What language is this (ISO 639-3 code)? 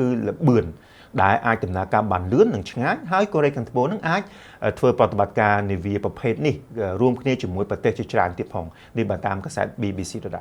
khm